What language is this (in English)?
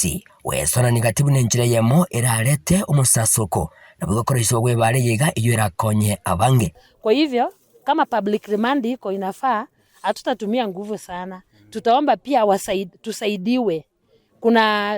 Gusii